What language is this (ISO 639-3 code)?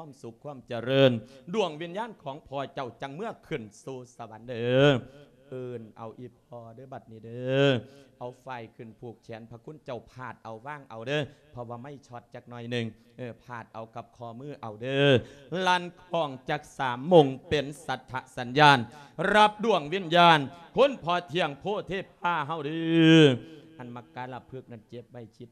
lao